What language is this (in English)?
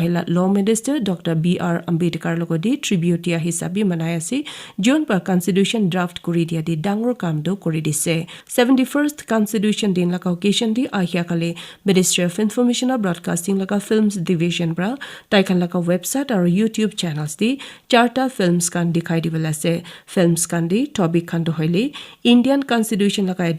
Naga Pidgin